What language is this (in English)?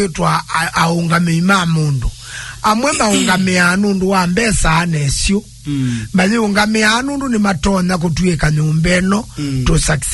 Kamba